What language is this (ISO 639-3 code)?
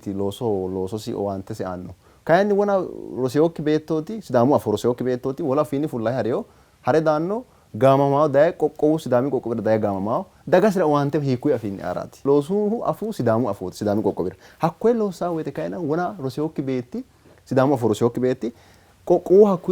sid